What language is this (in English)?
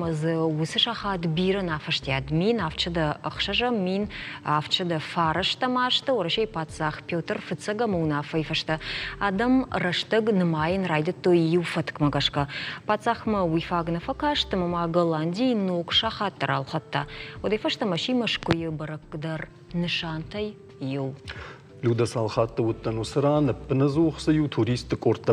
Ossetic